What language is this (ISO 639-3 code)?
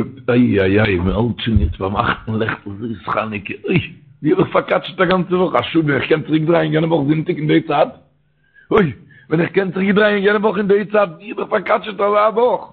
yid